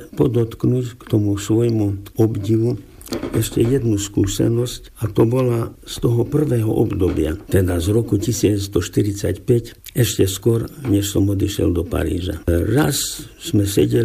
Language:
Slovak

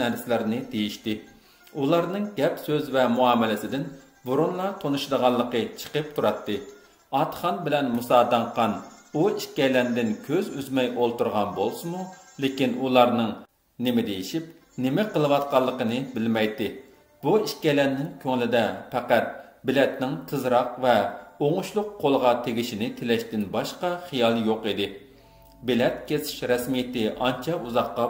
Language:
Uyghur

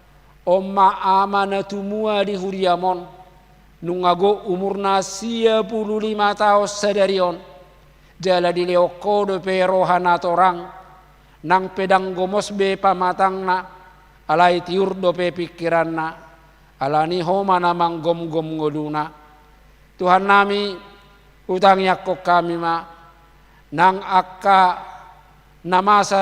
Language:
Batak Toba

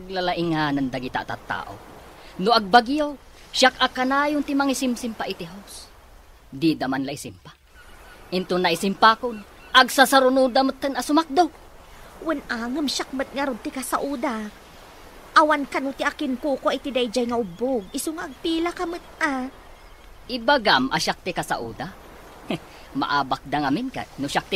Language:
Iloko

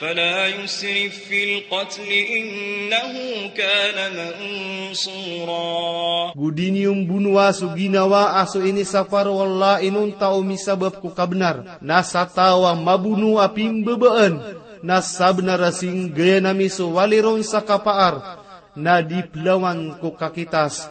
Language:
Maranao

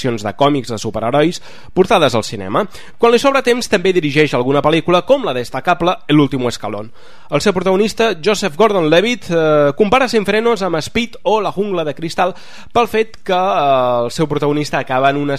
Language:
Catalan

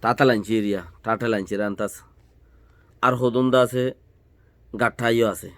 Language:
Rohingya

